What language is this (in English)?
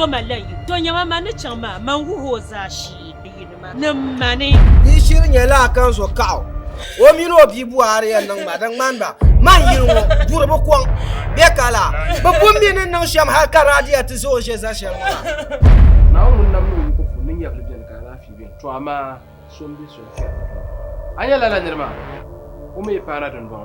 Dagbani